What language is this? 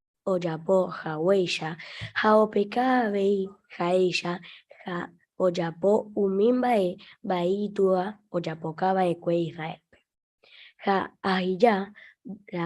Guarani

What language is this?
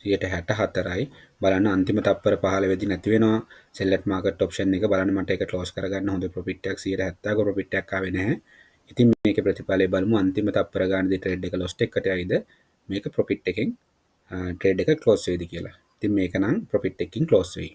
Sinhala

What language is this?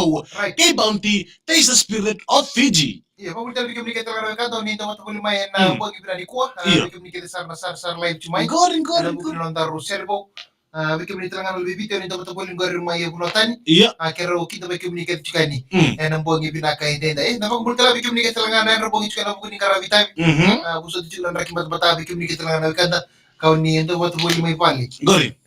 Fijian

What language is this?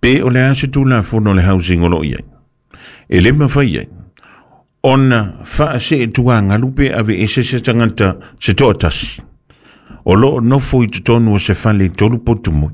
Samoan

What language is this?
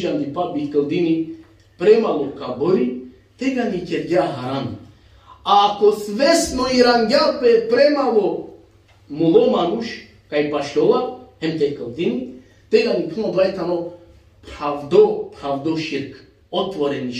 Balkan Romani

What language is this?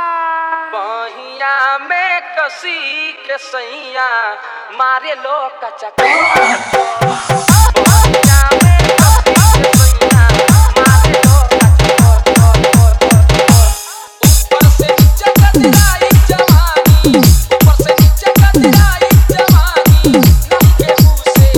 Bhojpuri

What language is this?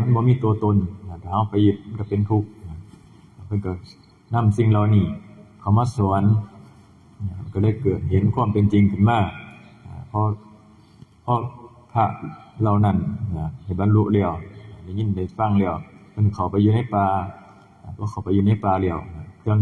Northeastern Thai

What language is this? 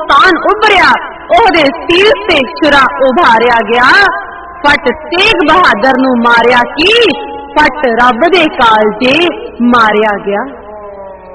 Punjabi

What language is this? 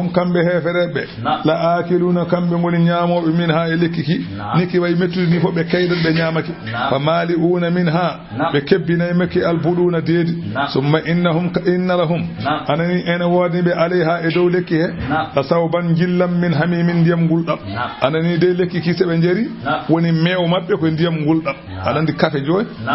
Fula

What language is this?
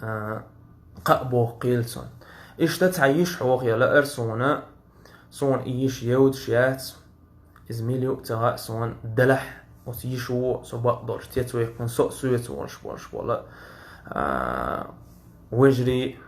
Chechen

